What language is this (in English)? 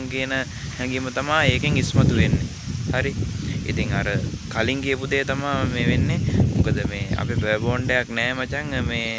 Sinhala